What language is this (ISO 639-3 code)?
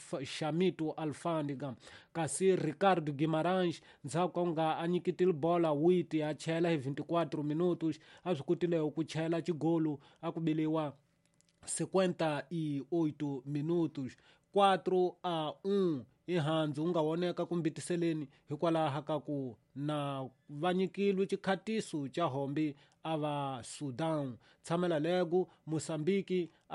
tso